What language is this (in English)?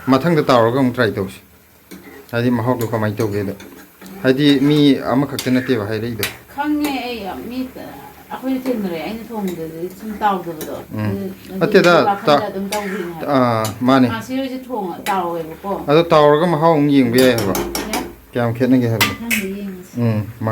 Manipuri